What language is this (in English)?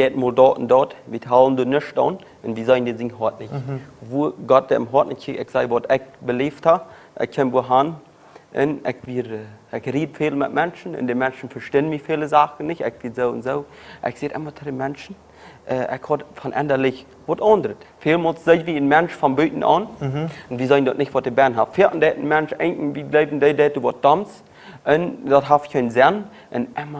Plautdietsch